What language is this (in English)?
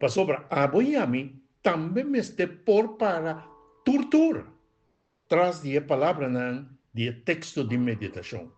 Papiamento